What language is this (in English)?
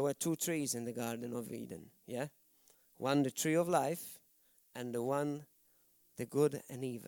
English